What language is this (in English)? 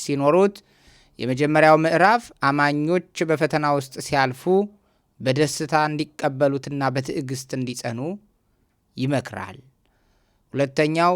Amharic